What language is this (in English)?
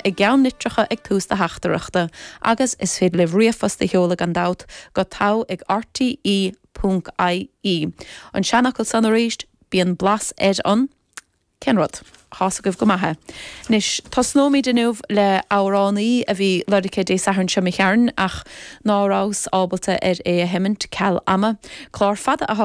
Irish